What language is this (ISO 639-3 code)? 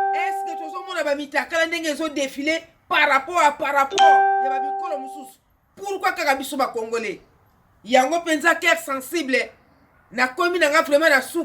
lin